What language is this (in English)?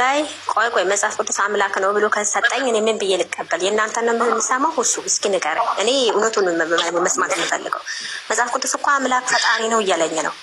Amharic